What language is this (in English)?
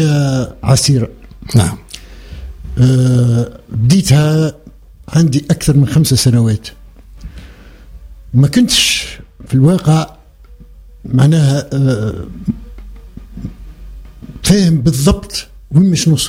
Tunisian Arabic